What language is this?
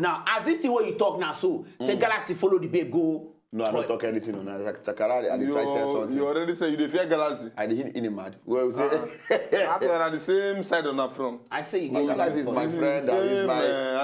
Nigerian Pidgin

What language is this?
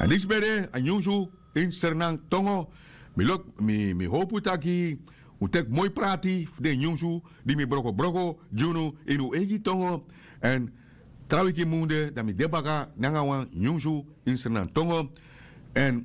Sranan Tongo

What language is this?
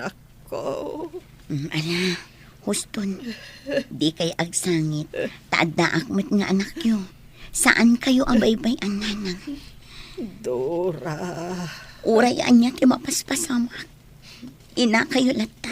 Iloko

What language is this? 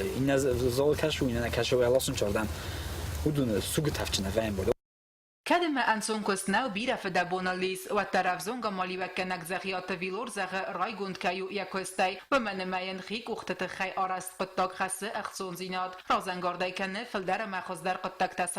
Ossetic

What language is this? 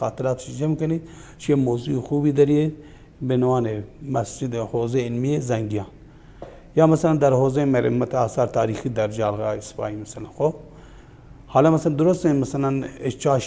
Baluchi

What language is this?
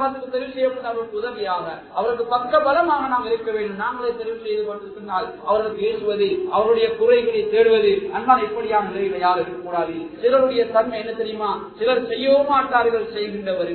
Tamil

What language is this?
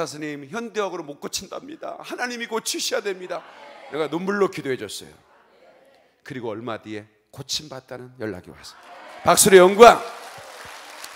Korean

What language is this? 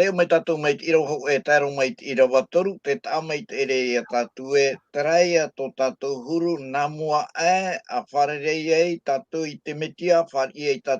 Tahitian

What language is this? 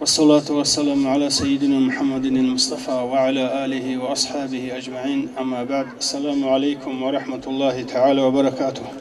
Avaric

